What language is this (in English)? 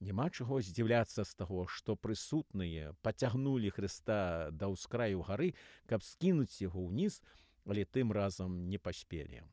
Belarusian